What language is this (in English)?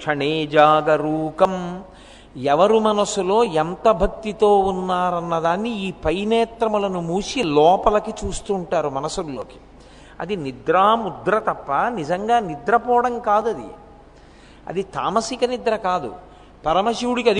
Telugu